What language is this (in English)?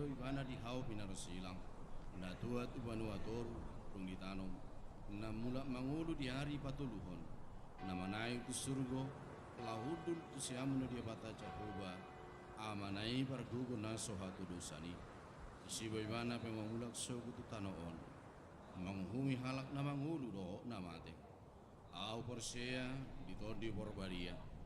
Batak Toba